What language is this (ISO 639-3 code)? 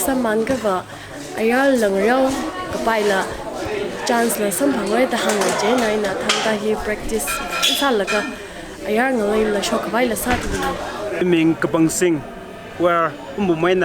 nmf